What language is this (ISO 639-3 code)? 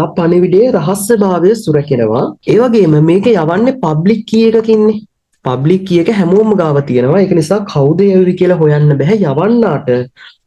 sin